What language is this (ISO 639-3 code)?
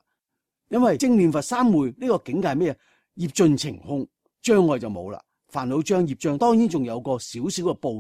yue